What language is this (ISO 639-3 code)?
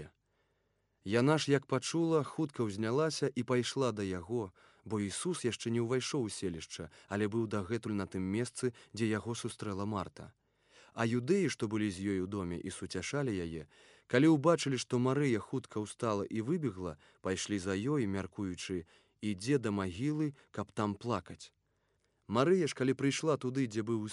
bel